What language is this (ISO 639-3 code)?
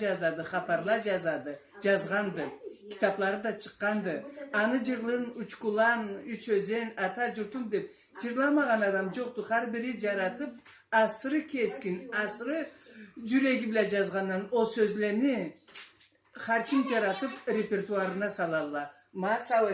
krc